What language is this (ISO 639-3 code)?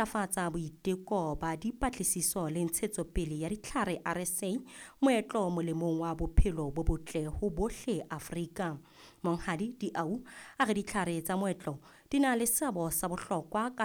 sot